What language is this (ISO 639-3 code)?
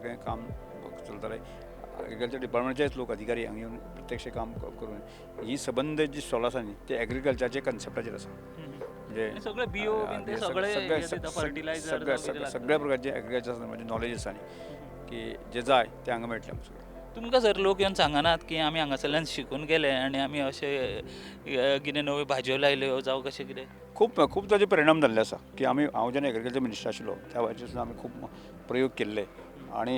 kok